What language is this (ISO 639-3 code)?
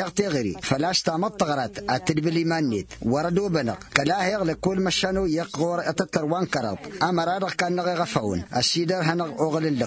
taq